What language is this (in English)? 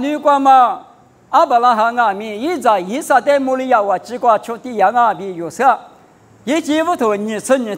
Lisu